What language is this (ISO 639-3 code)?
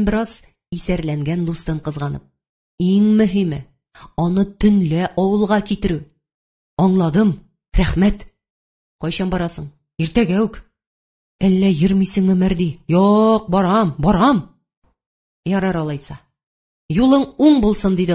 tat